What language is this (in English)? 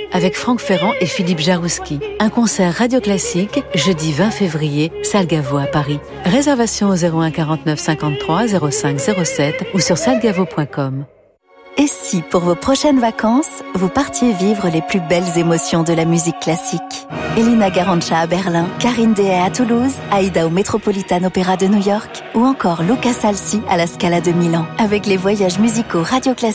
French